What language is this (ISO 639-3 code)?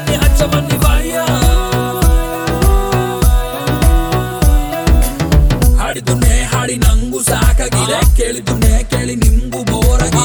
kan